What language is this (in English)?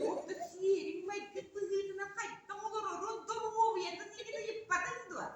Yakut